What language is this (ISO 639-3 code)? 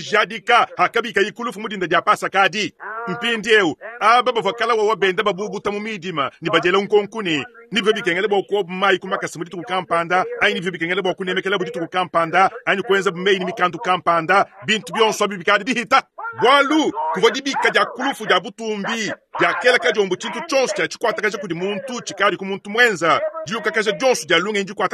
lua